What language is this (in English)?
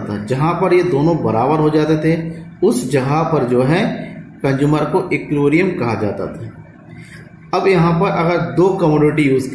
Hindi